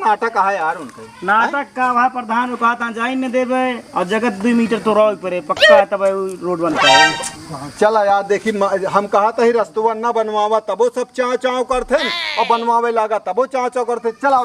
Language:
Awadhi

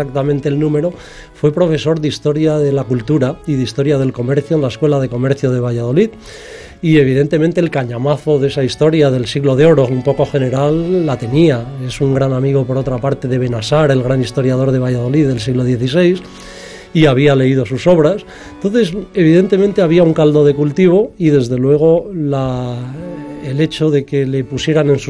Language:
Spanish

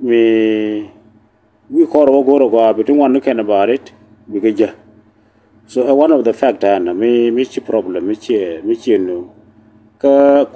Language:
Nuer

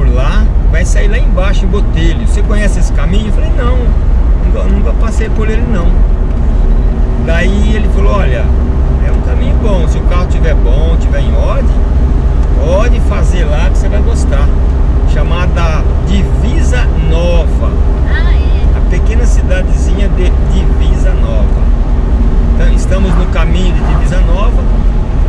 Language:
Portuguese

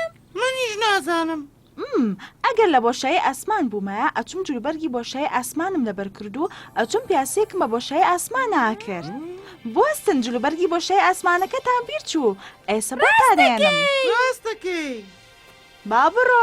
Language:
Central Kurdish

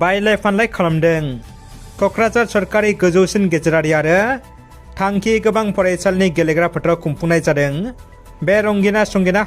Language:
Bodo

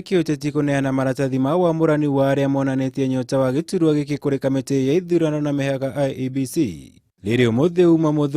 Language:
Kikuyu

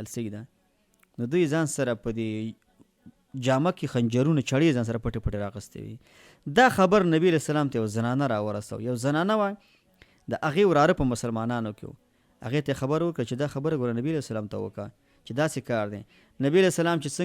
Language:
Pashto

